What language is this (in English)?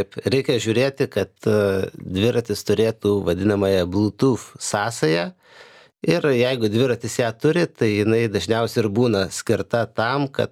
Lithuanian